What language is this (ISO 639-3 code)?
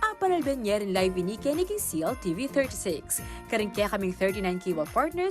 pam